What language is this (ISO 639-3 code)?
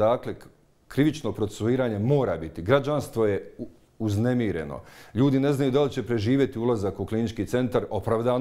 bos